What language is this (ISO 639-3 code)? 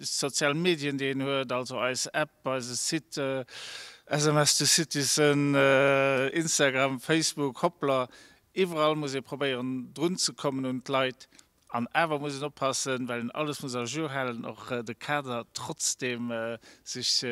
ltz